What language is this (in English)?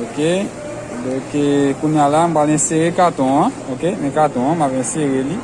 Haitian Creole